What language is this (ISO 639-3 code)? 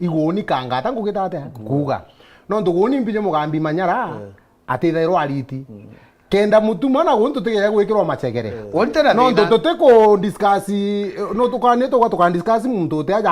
mer